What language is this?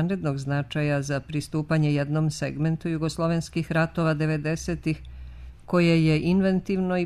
Serbian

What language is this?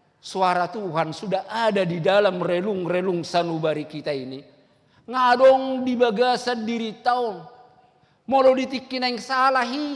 Batak Toba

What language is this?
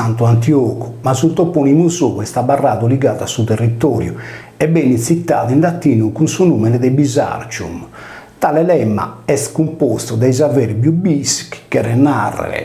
Sardinian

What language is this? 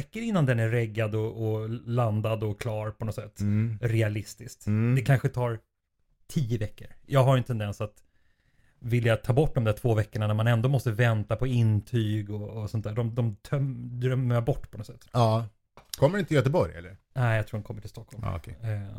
Swedish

